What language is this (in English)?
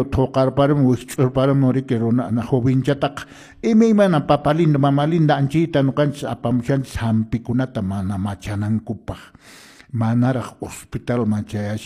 Quechua